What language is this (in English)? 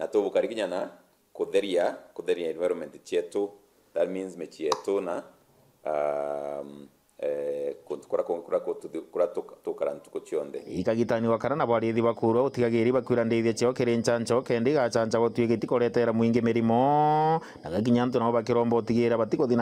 Meru